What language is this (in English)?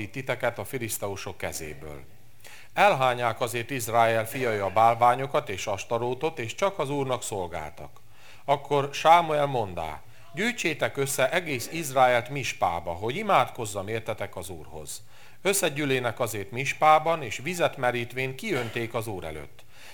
Hungarian